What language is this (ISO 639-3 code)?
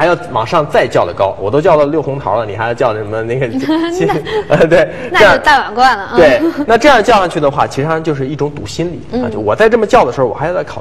zho